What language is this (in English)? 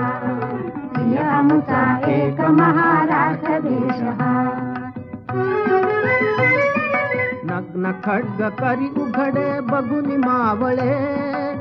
Marathi